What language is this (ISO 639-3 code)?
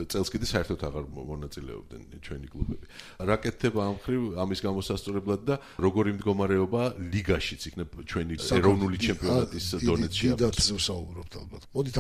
kat